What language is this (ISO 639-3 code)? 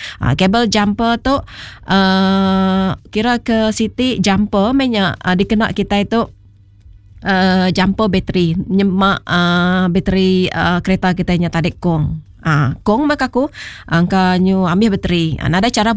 iba